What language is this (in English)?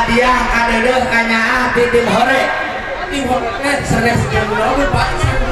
Sundanese